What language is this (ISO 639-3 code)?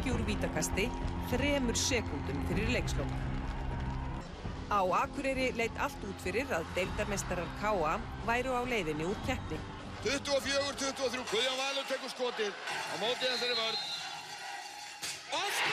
isl